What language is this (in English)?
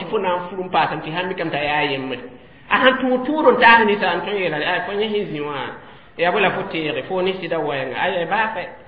Mossi